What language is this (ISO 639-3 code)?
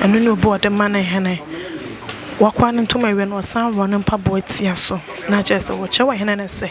aka